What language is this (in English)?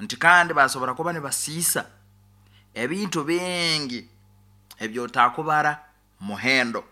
Nyankole